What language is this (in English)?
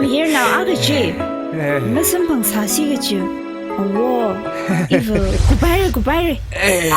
Tangkhul Naga (India)